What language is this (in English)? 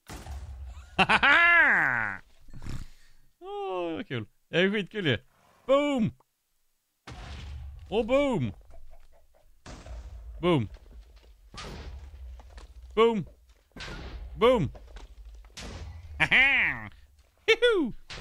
Swedish